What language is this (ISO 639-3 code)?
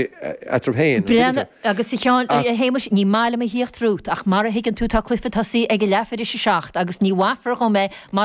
gle